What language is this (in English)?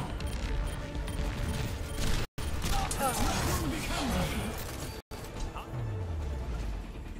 English